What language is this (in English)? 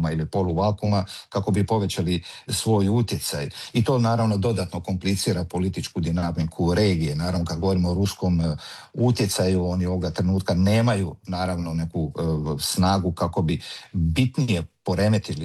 Croatian